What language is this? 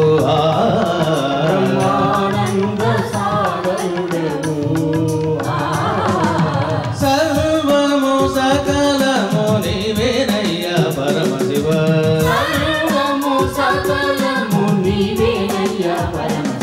Telugu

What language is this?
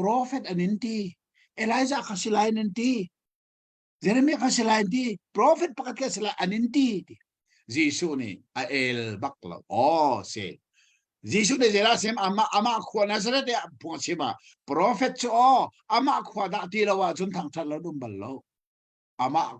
Hakha Chin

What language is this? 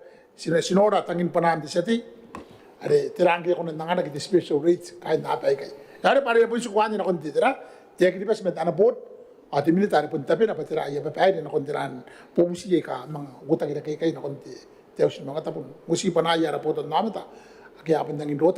Gilbertese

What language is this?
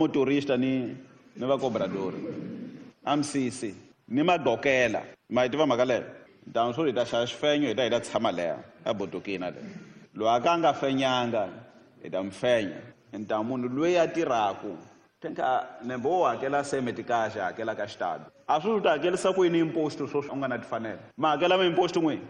Tsonga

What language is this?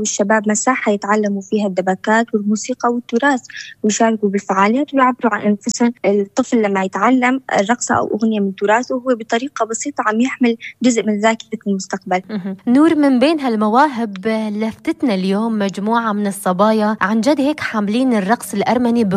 North Levantine Arabic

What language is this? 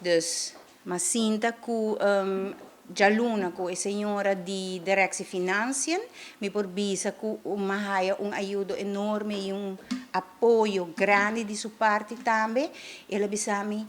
Papiamento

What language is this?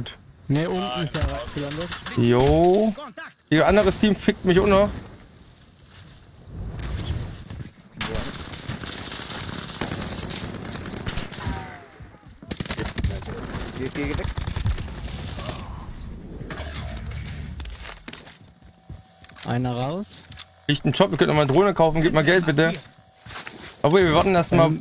German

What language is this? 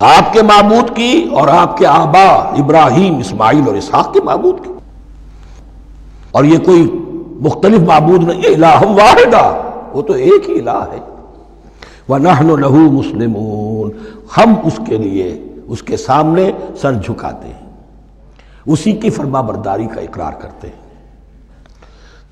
Urdu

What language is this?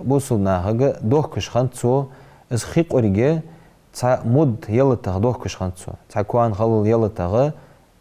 Ingush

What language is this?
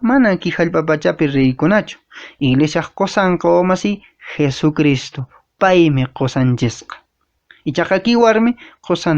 Quechua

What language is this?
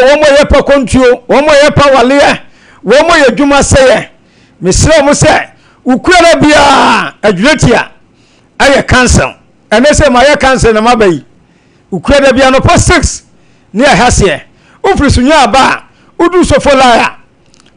Akan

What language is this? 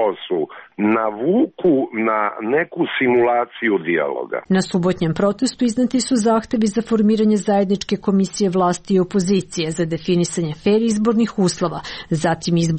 Serbian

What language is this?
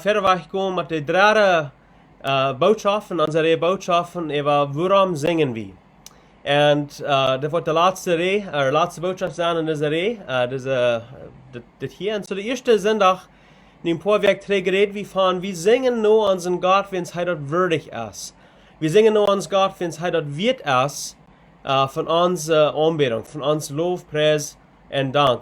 Plautdietsch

